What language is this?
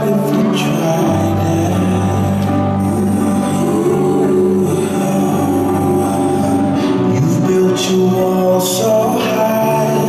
Polish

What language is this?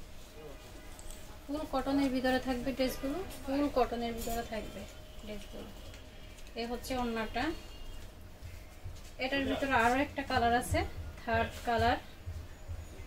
Bangla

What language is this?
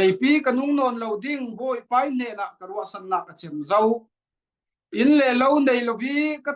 Falam Chin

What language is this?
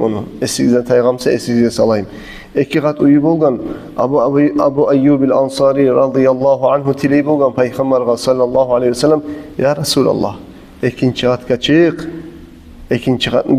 Kumyk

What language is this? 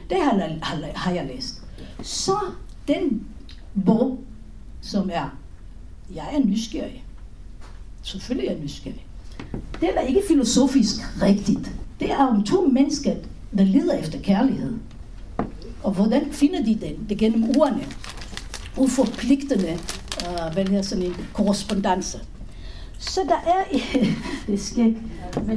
Danish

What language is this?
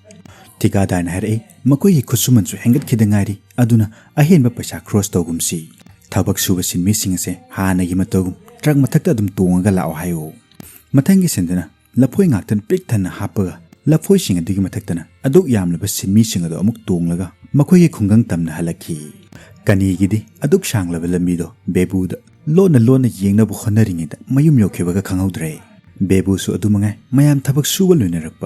Manipuri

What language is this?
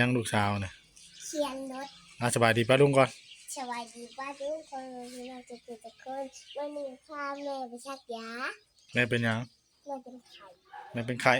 Northeastern Thai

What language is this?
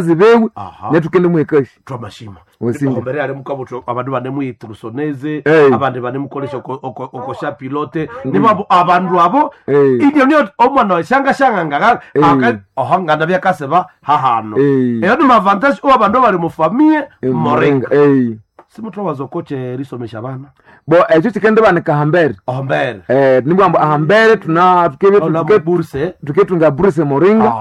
Nande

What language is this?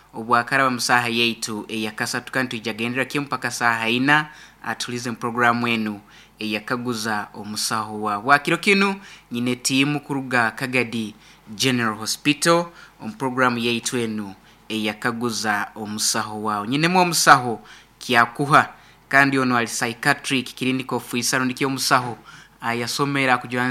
Nyoro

